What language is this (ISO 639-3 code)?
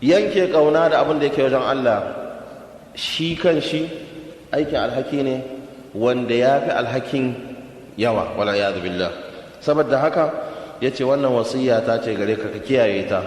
hau